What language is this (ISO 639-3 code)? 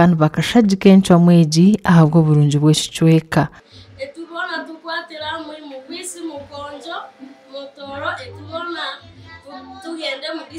nyn